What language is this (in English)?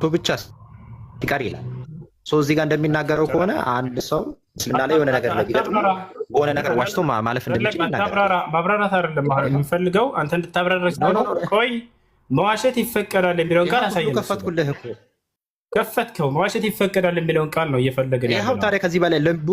Amharic